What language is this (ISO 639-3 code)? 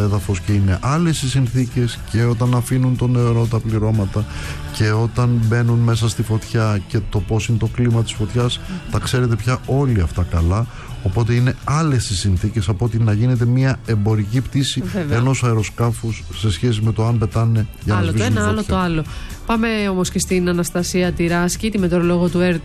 ell